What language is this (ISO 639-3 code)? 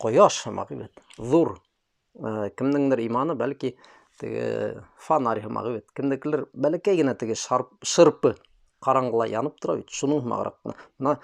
bak